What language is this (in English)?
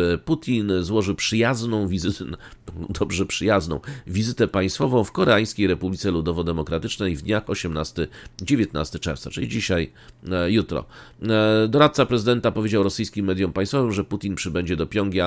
Polish